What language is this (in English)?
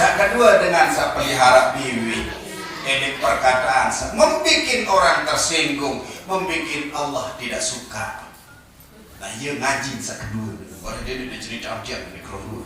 Sasak